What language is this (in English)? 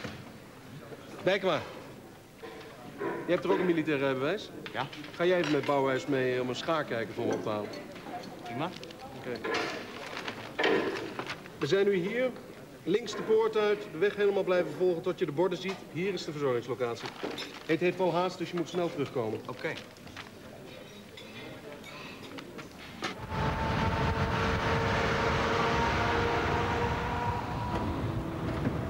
Dutch